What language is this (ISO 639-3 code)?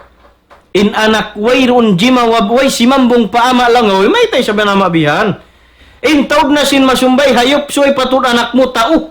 tsg